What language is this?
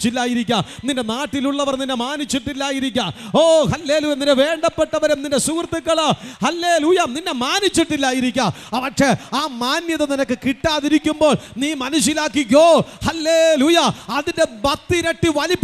Malayalam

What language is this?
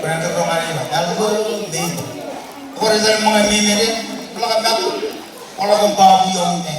Marshallese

